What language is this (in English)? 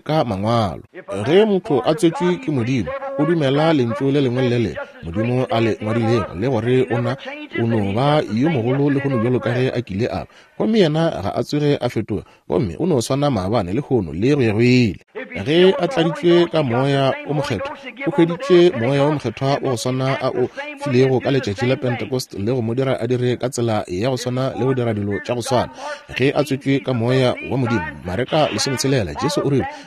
Northern Sotho